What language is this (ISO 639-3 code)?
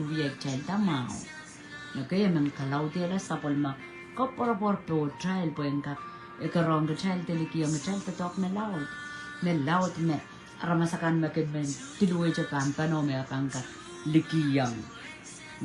pon